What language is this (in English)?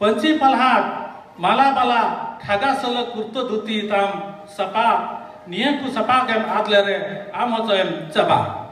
Santali